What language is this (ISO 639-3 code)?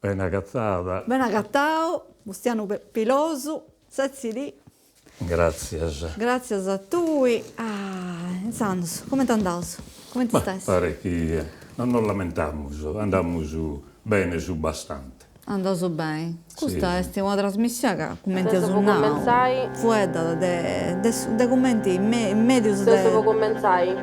srd